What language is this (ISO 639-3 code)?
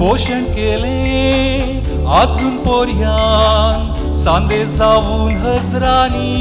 kok